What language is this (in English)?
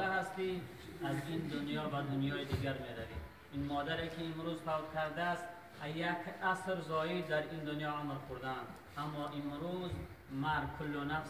Tajik